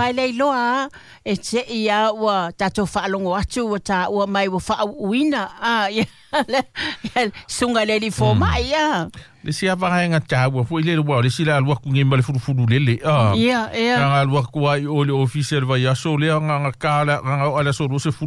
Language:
Samoan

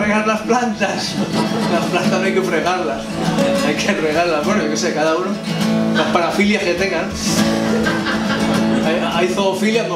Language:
Spanish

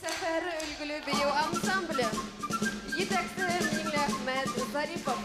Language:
Bashkir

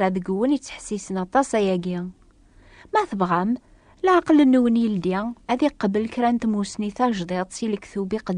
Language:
Kabyle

